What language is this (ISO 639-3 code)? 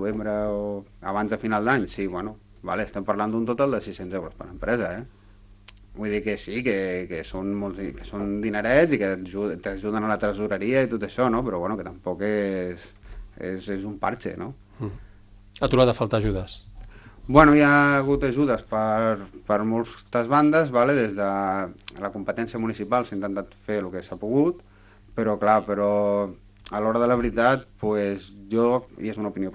cat